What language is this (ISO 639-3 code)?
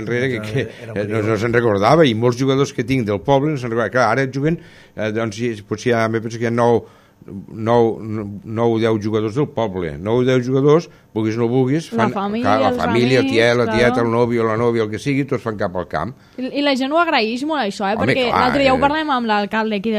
cat